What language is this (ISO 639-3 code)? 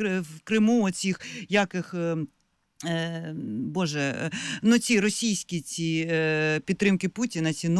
ukr